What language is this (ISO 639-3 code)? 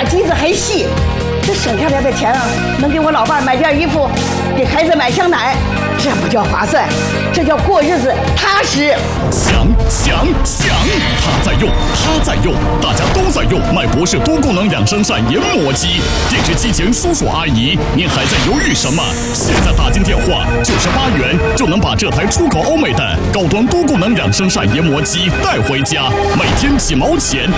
zho